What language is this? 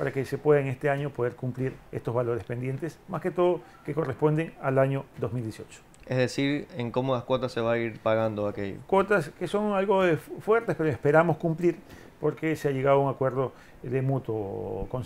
Spanish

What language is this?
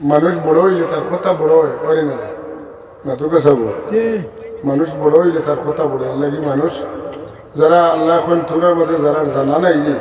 Sylheti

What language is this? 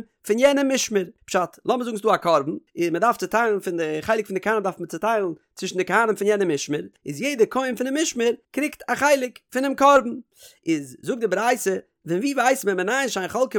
Yiddish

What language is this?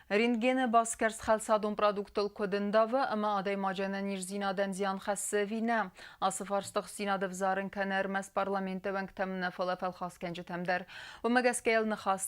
Ossetic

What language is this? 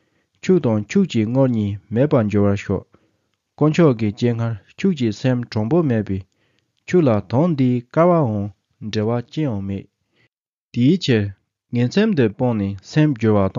Tibetan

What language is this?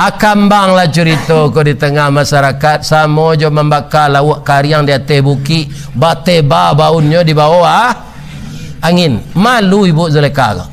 Minangkabau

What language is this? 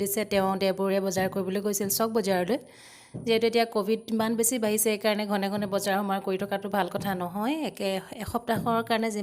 Assamese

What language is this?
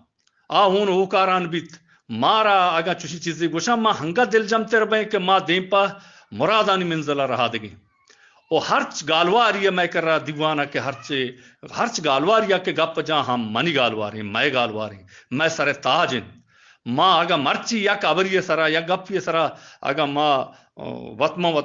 Eastern Balochi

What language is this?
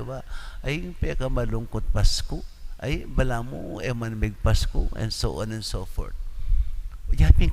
Pampanga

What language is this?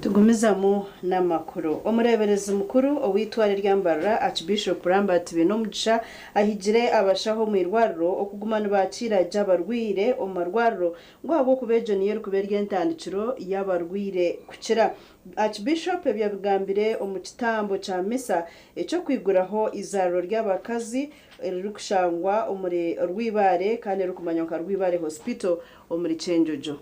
Nyankole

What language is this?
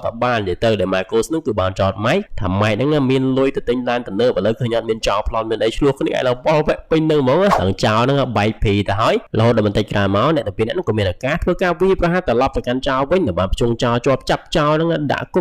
Khmer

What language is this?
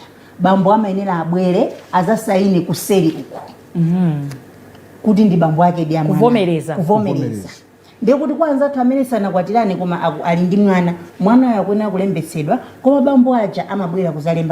Nyanja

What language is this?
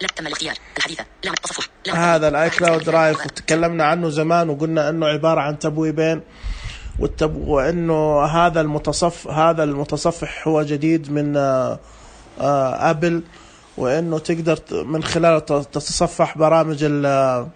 Najdi Arabic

